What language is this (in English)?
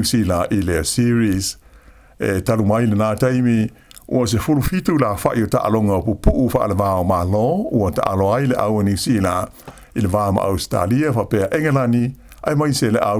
Samoan